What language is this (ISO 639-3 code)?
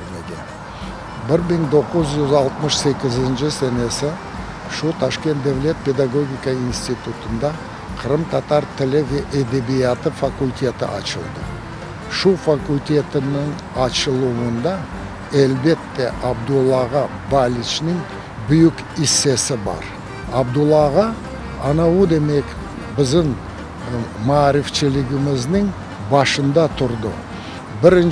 crh